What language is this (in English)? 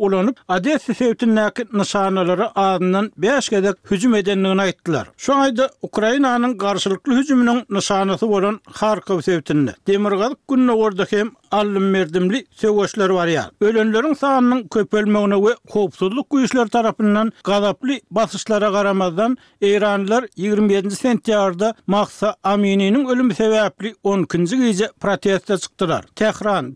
Turkmen